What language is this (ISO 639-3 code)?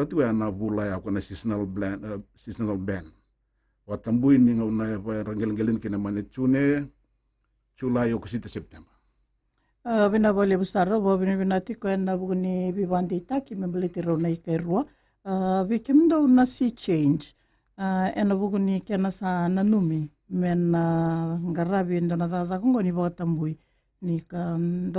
fij